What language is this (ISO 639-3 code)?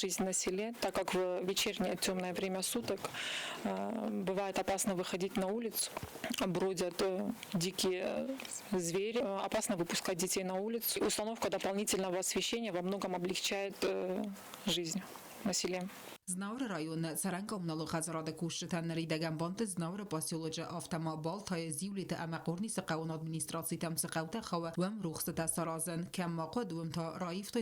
oss